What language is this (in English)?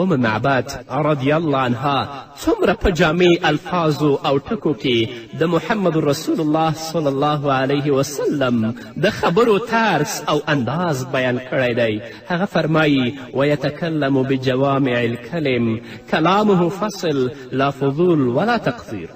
Pashto